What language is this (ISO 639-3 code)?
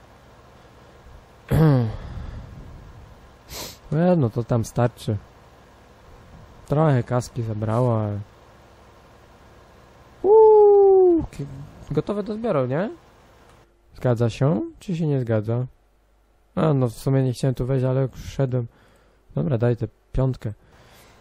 pol